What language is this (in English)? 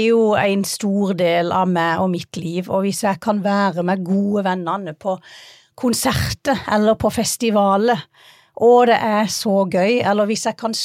Norwegian